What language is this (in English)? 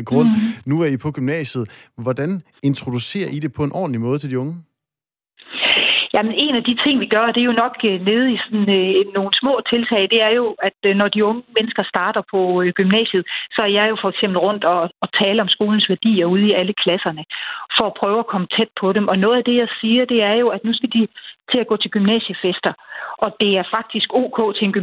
Danish